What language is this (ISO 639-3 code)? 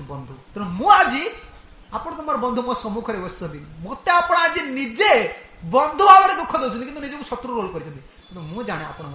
ori